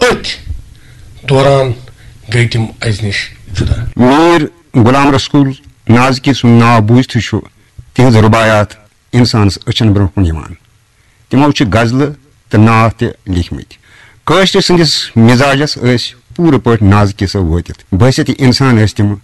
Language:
Kashmiri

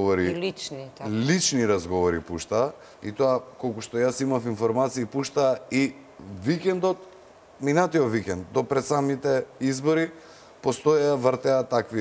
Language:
Macedonian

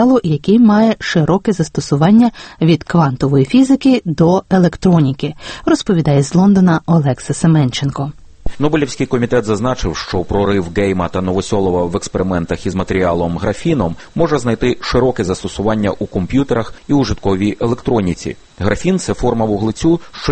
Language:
Ukrainian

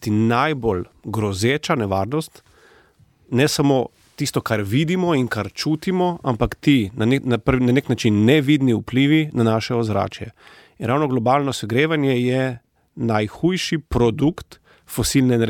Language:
Slovenian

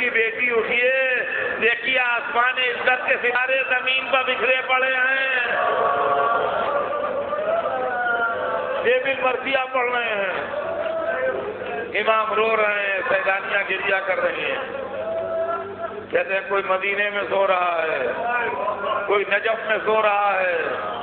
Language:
Urdu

